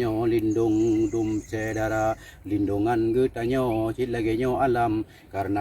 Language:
Achinese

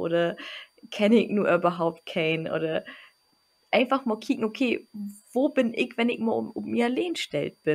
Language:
Low German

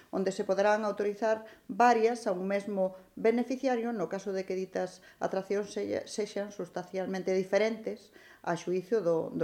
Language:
Galician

